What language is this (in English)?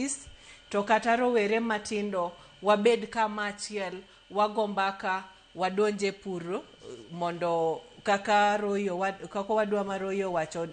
Luo (Kenya and Tanzania)